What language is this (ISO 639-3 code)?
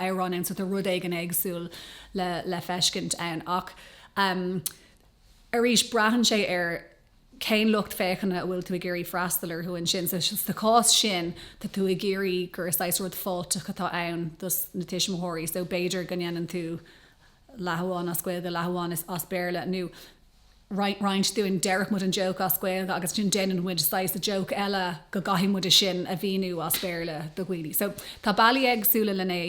gle